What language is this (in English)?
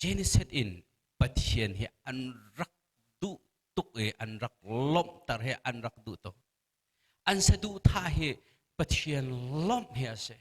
Hakha Chin